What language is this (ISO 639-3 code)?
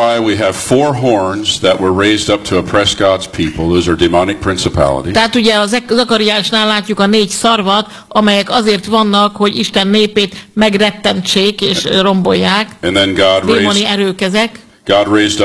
hun